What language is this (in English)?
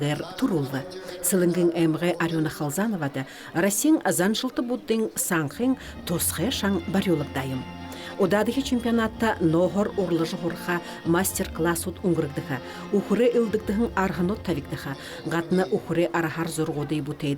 Buriat